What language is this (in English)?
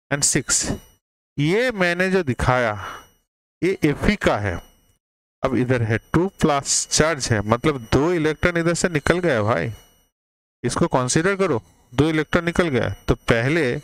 Hindi